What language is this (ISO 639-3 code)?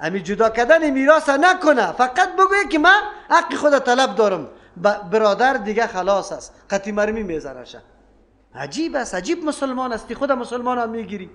fas